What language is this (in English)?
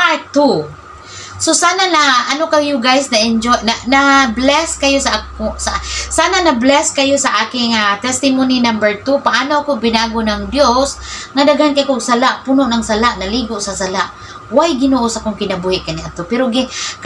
Cebuano